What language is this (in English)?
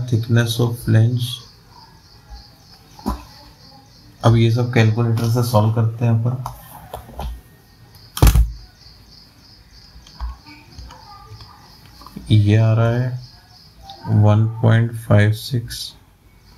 Hindi